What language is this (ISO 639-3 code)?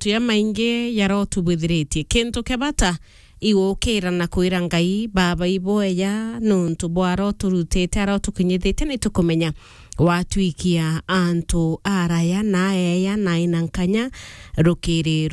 mer